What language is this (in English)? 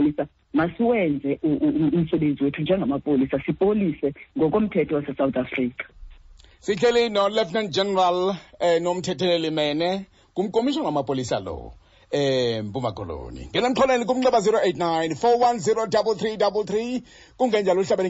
Xhosa